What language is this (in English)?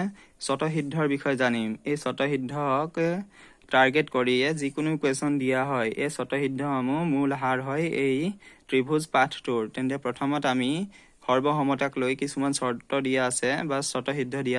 Assamese